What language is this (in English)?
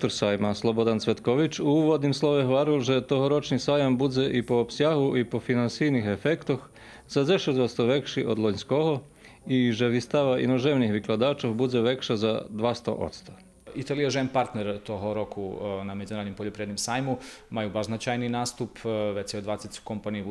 Rusyn